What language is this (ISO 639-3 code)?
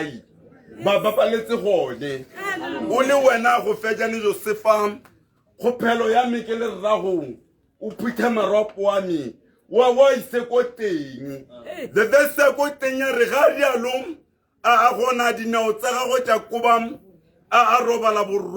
tsn